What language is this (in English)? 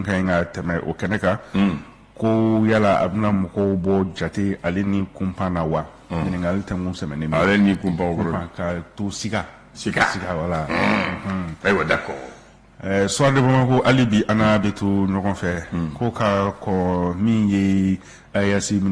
Bambara